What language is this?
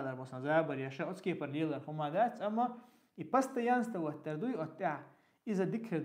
Chechen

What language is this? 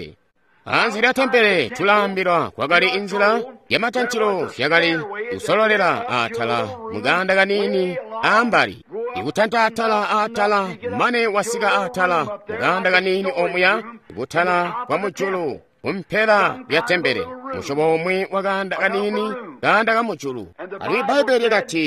Tonga (Zambia)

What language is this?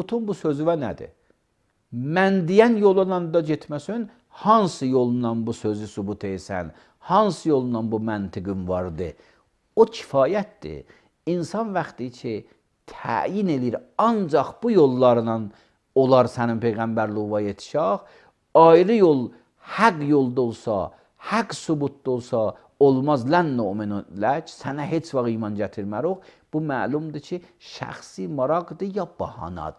Azerbaijani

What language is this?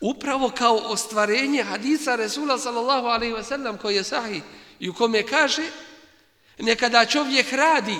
Bosnian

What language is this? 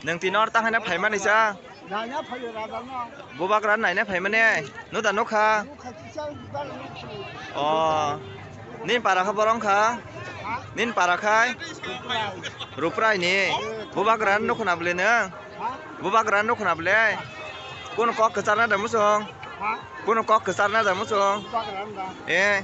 Kok Borok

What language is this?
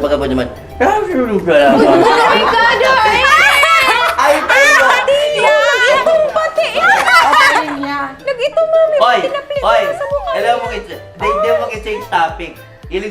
Bikol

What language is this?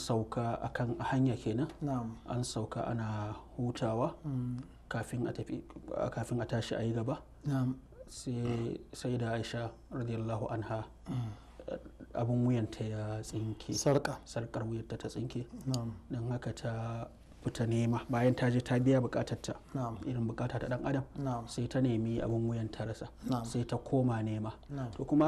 Hausa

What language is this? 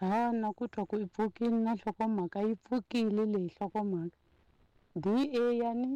Tsonga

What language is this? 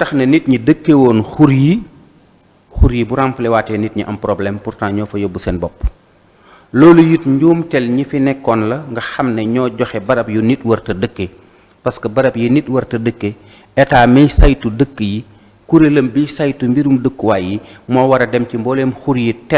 Wolof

